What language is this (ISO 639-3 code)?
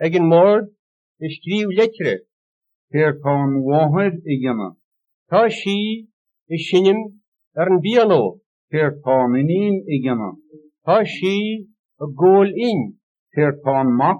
gle